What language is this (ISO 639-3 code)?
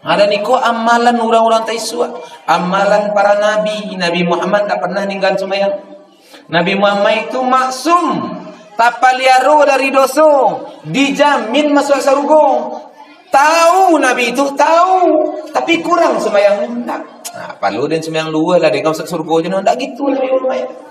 min